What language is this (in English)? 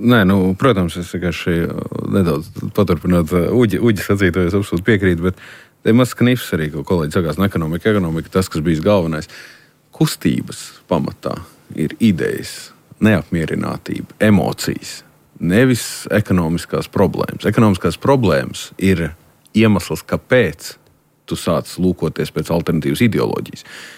Latvian